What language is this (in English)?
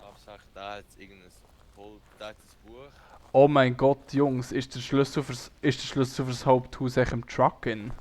Swiss German